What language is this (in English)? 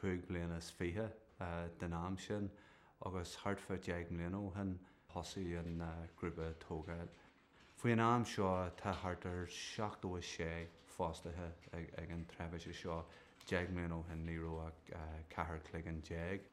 Irish